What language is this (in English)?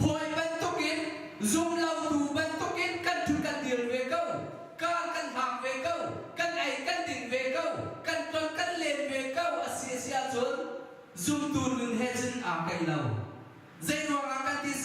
Hakha Chin